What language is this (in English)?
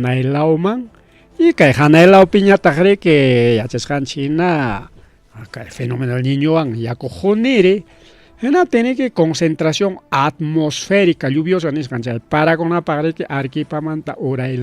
Ayacucho Quechua